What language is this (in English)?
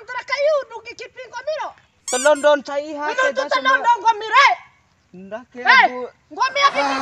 Bima